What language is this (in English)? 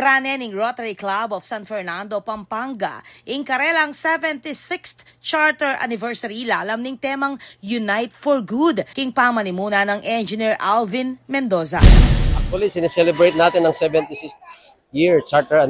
Pampanga